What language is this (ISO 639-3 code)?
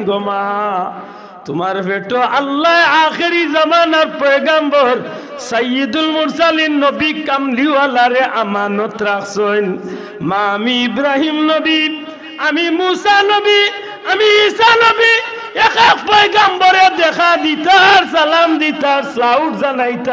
syl